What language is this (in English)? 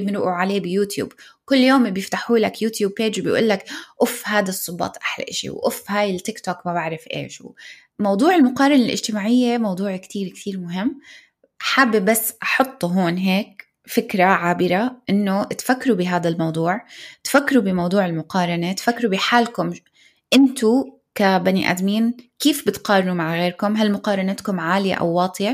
North Levantine Arabic